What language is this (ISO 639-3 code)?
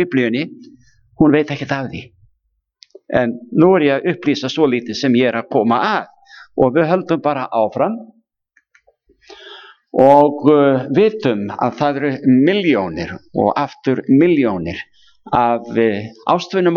isl